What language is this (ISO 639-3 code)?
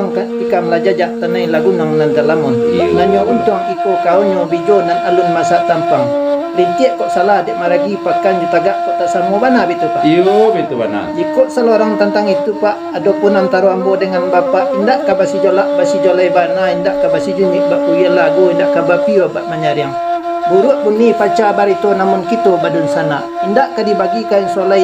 min